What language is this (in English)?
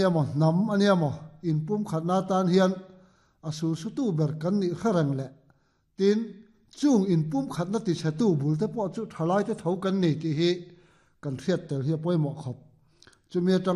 Mizo